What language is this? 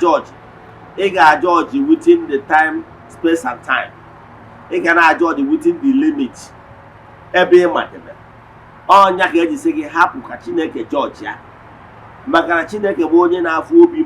Igbo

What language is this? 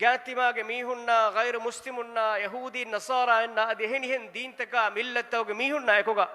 Divehi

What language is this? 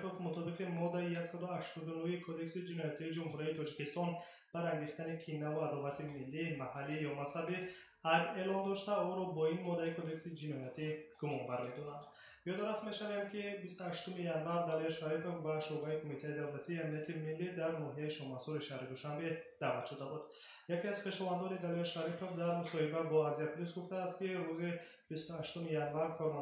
Tajik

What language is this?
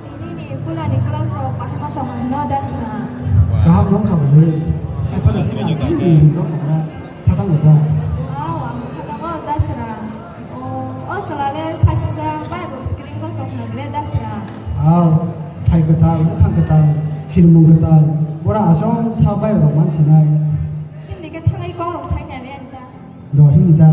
Kok Borok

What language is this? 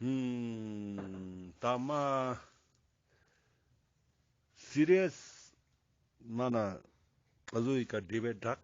Ladakhi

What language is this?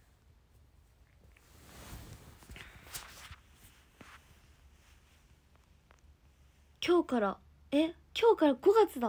Japanese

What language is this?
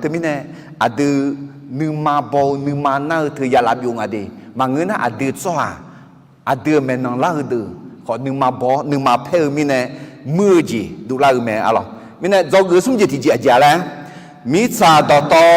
Akha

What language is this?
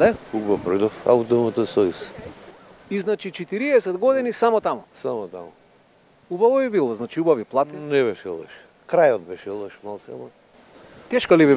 Macedonian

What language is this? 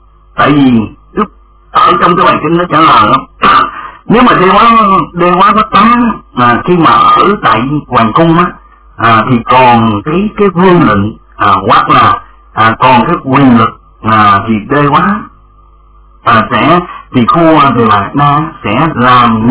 Vietnamese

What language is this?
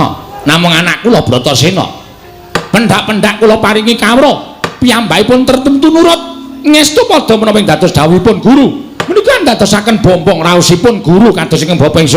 Javanese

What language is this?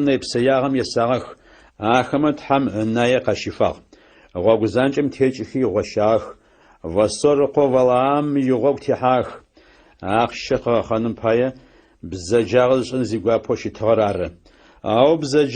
Adyghe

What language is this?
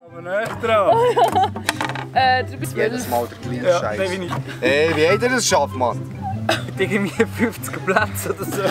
Swiss German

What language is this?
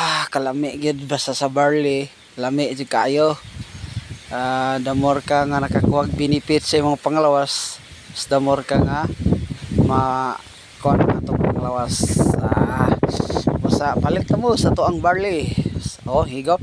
Cebuano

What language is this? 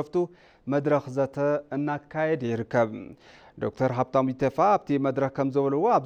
Tigrinya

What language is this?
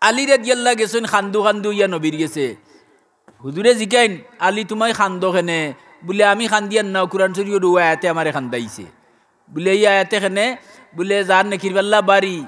Sylheti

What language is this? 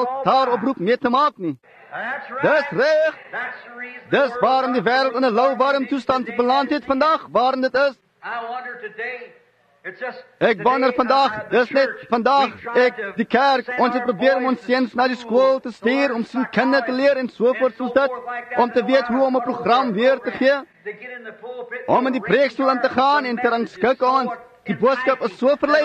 Afrikaans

